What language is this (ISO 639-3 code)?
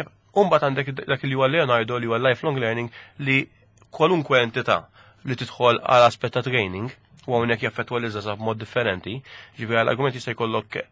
mlt